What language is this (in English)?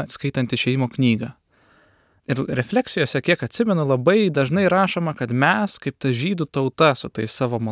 Lithuanian